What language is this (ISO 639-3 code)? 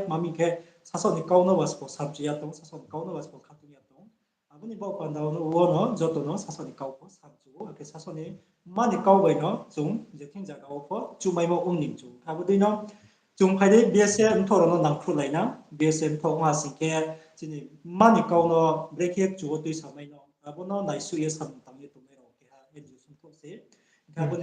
ria